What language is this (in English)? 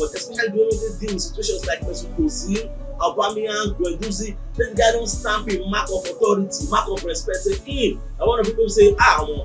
Nigerian Pidgin